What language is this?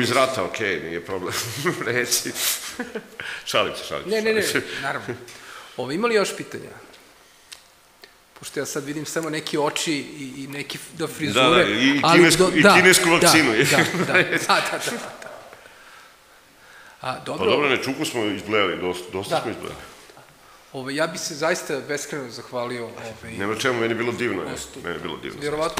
Serbian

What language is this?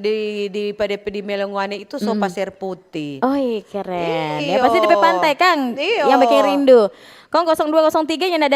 Manado Malay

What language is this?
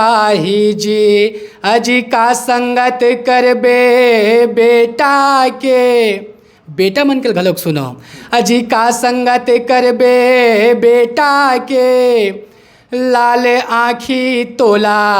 Chhattisgarhi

